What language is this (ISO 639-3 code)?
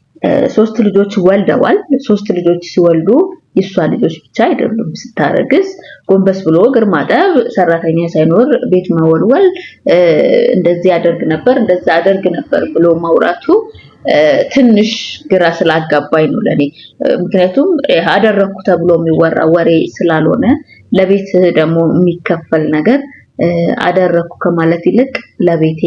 amh